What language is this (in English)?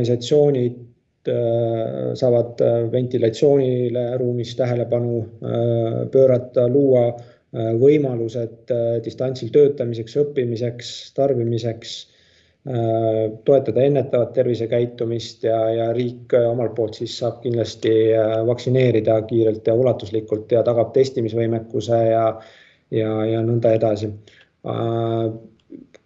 Estonian